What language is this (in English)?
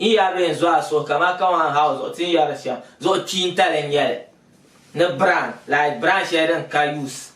Dagbani